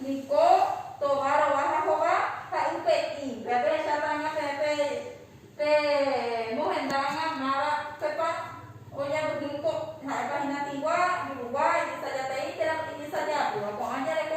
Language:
Guarani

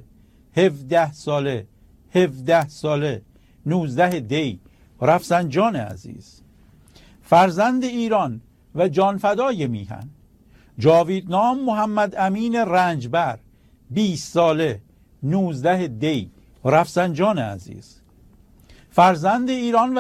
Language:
Persian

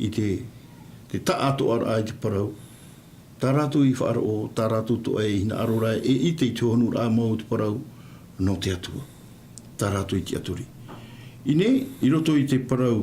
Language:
Tahitian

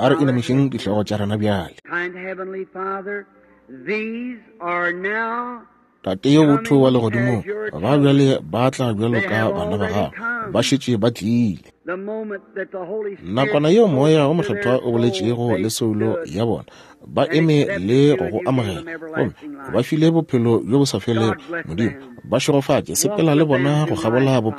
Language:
Northern Sotho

